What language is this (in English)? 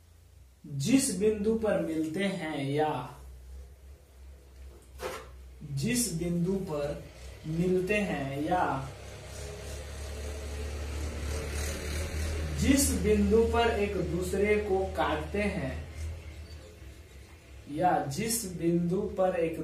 Hindi